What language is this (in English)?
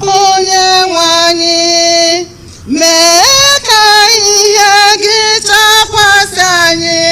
Igbo